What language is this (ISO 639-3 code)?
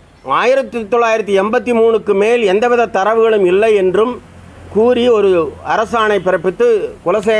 tam